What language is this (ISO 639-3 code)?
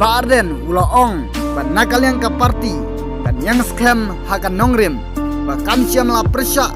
kha